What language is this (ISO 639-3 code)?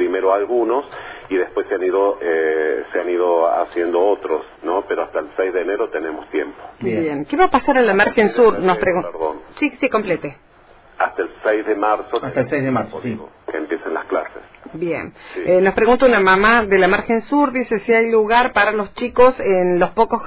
spa